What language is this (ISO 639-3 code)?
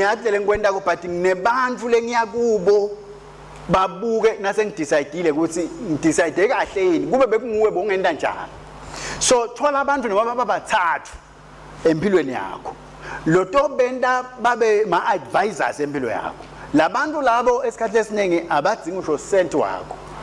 ssw